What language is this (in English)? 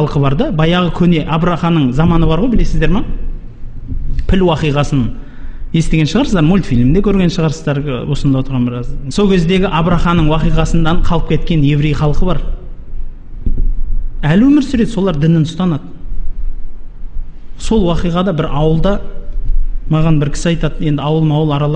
Kazakh